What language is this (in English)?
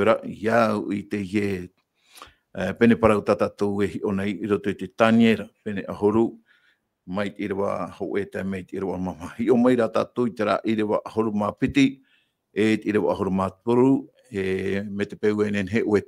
Tahitian